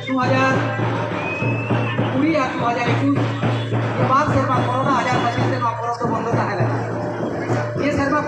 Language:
Santali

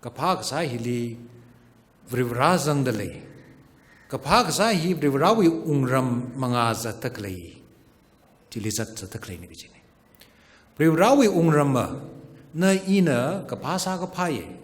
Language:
Tangkhul Naga (India)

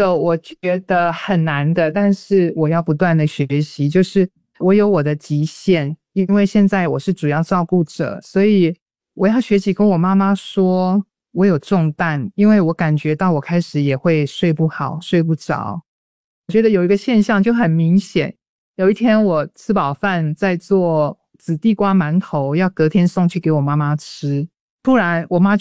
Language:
Chinese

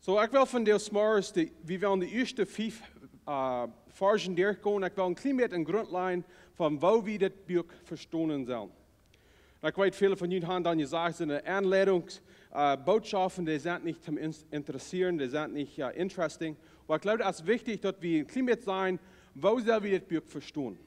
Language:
Plautdietsch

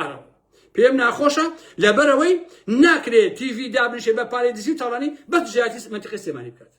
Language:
Central Kurdish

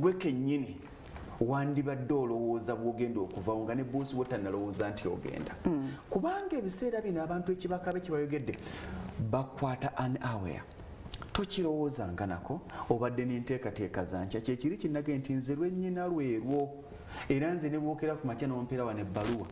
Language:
Ganda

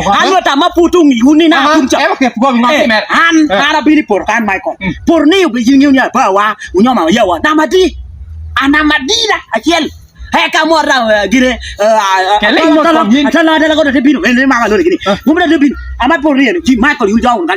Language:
Lango (Uganda)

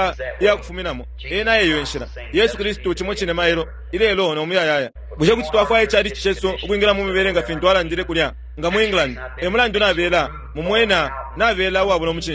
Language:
Bemba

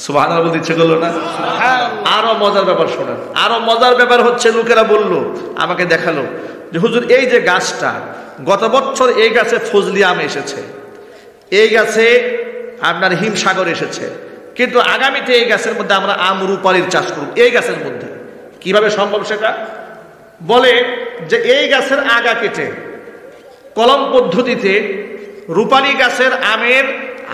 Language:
Bangla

